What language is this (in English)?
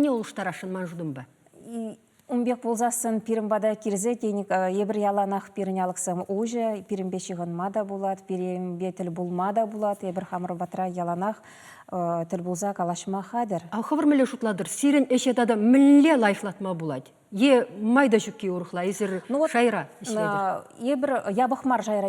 Chuvash